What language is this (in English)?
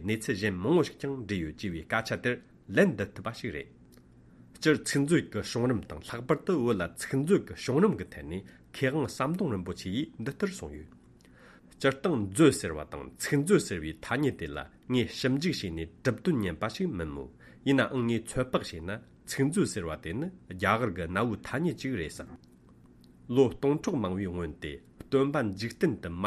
Tibetan